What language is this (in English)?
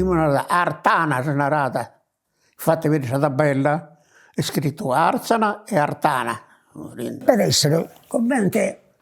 Sardinian